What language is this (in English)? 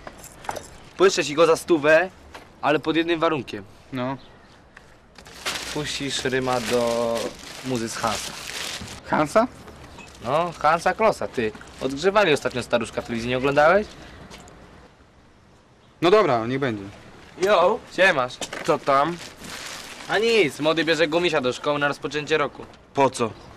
Polish